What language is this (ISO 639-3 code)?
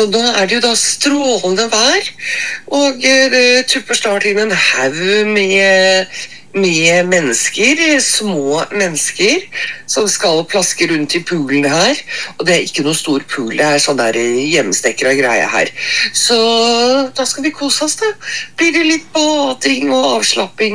nor